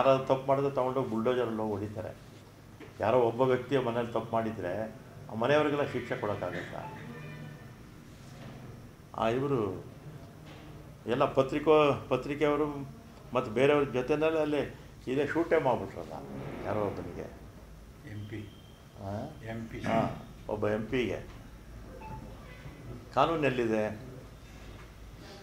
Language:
Kannada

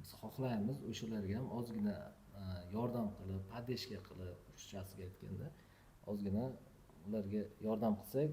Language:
Uzbek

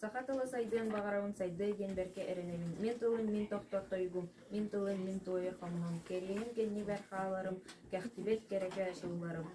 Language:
Yakut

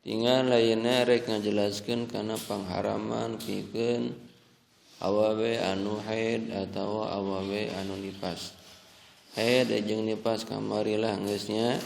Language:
Sundanese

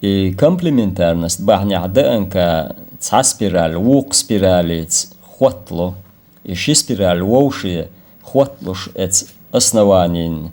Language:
Chechen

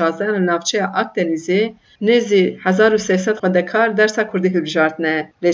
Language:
Kurdish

